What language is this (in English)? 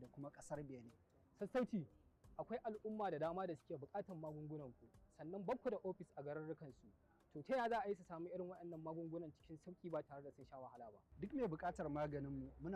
Hausa